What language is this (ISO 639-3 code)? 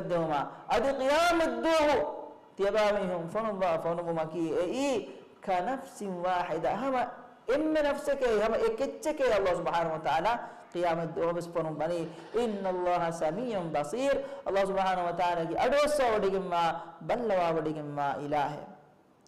div